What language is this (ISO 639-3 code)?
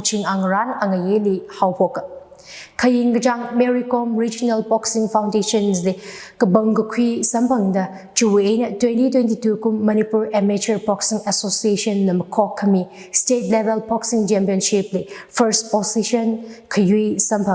nmf